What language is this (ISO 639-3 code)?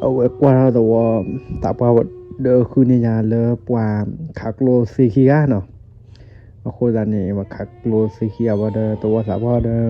ksw